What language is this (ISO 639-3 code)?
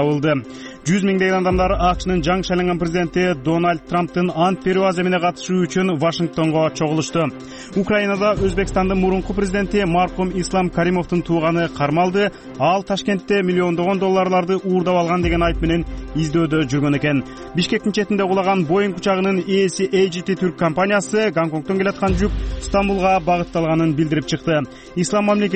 kir